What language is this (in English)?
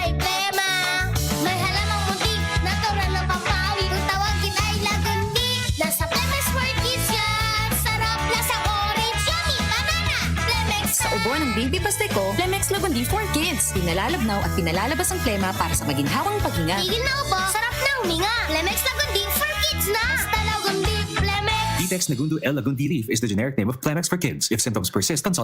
Bikol